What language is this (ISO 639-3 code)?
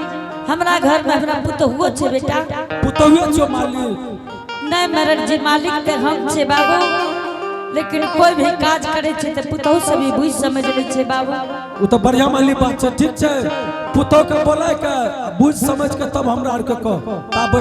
anp